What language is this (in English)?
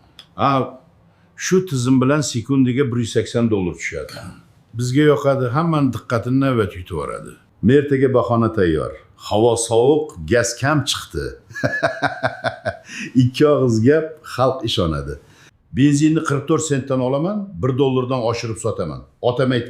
Uzbek